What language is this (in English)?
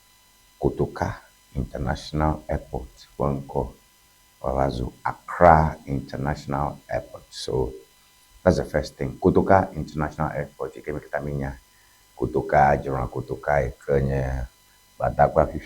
Ewe